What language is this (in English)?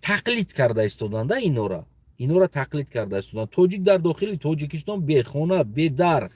Tajik